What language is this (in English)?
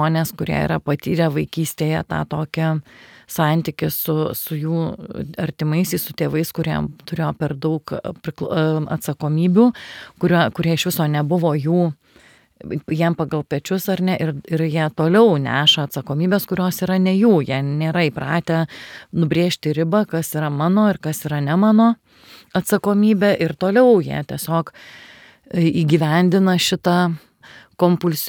Lithuanian